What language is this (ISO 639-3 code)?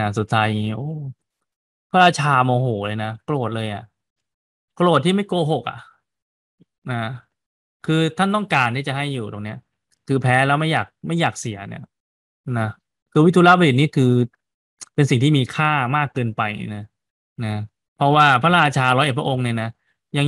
tha